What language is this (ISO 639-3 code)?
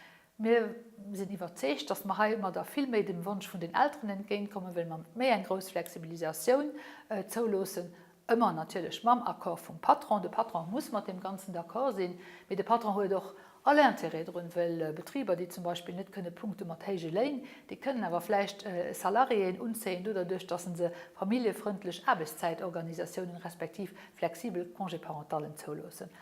ltz